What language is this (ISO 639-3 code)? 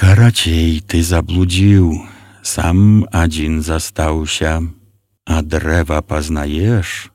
bel